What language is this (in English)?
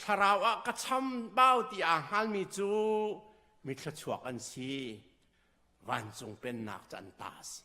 Hakha Chin